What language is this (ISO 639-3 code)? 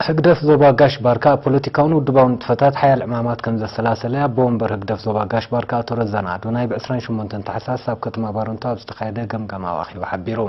tir